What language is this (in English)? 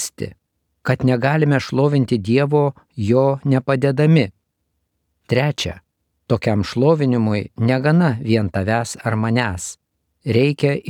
Lithuanian